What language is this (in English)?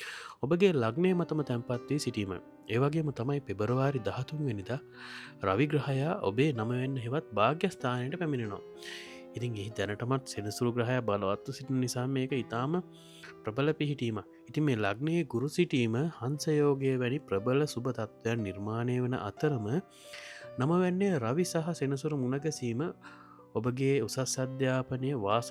Sinhala